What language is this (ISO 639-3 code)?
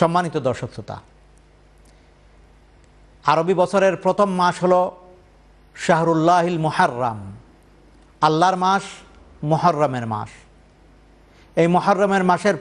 ben